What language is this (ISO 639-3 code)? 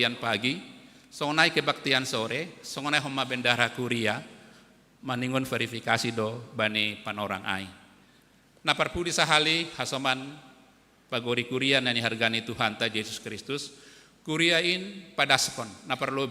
bts